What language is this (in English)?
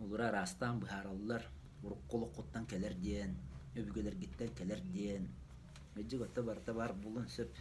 Yakut